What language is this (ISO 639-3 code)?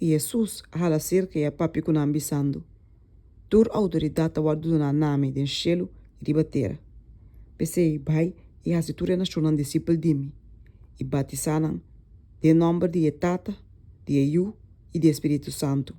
pap